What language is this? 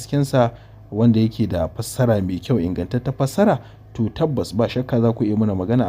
Hausa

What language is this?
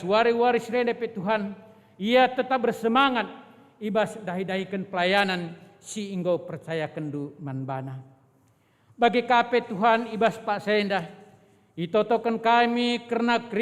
Batak Karo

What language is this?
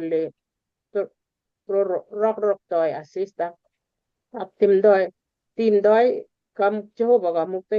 Kalenjin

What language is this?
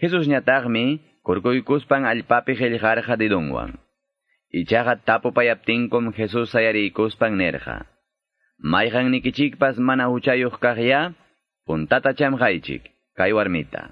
Quechua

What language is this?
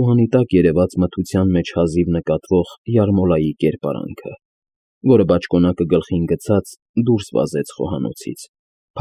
Armenian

